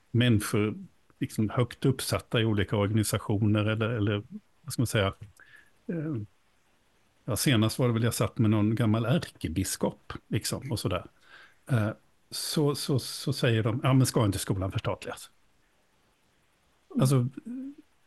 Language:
Swedish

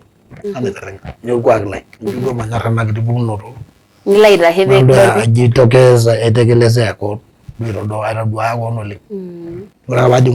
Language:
Masai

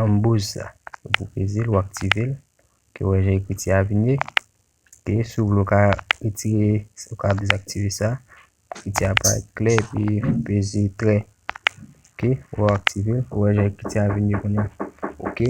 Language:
Haitian Creole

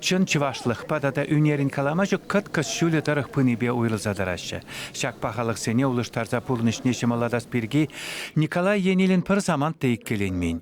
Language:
Chuvash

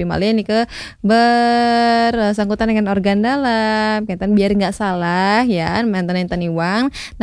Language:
Balinese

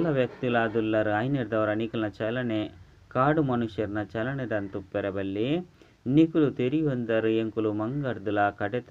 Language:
Tulu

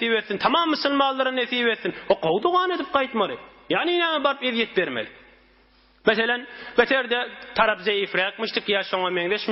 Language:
Turkmen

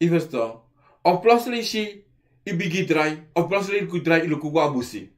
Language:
Sranan Tongo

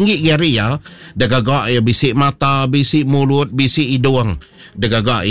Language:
Iban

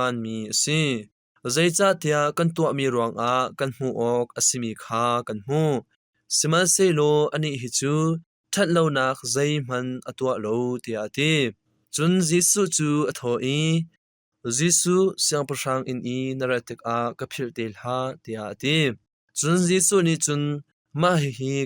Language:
Hakha Chin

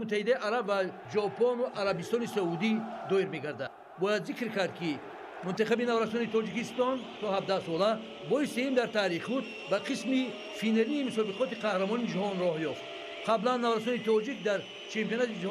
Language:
Tajik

